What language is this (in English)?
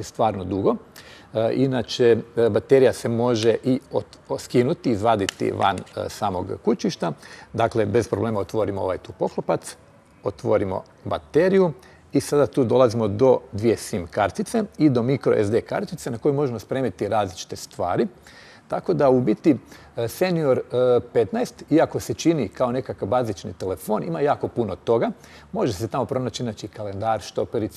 Croatian